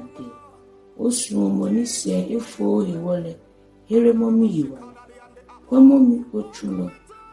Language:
Ga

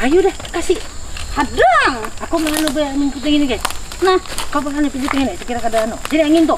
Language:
Banjar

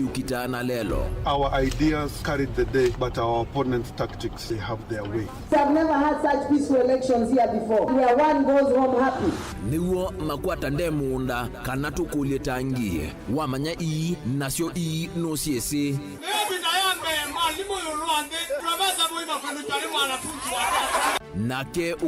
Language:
Kamba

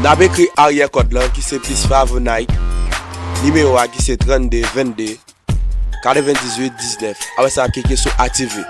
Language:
Haitian Creole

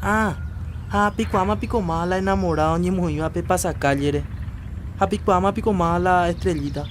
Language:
Guarani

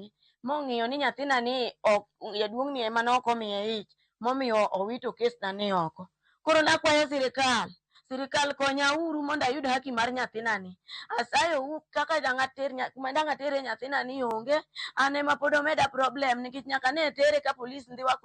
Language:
Luo (Kenya and Tanzania)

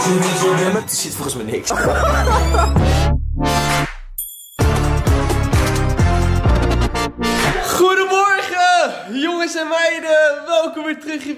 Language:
Dutch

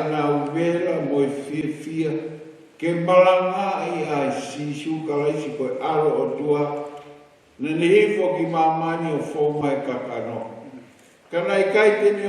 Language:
Tongan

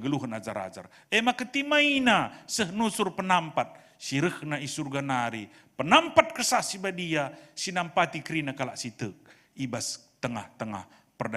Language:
Batak Karo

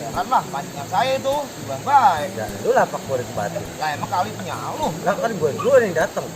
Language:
Betawi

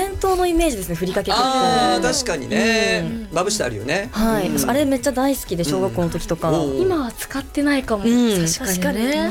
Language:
Japanese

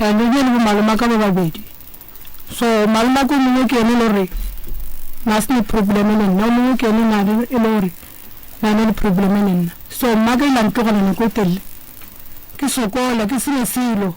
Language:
Northern Sotho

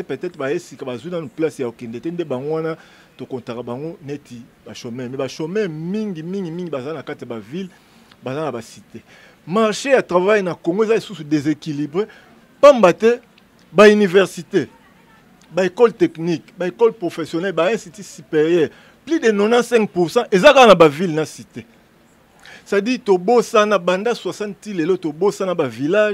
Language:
Lingala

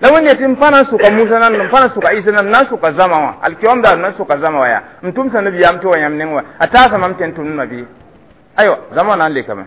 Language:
Mossi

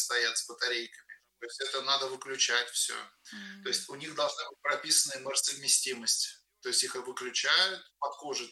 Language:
Russian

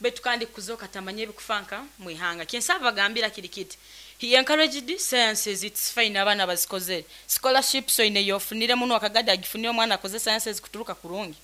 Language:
Nyankole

